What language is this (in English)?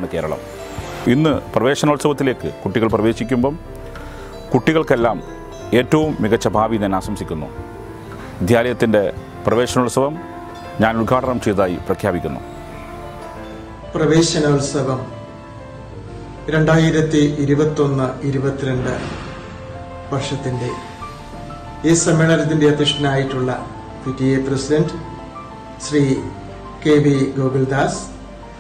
Malayalam